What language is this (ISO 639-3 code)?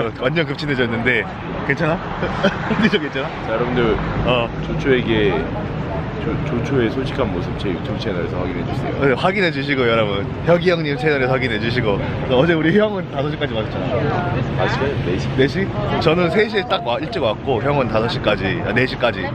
kor